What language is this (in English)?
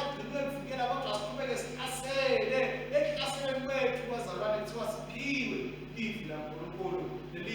Swati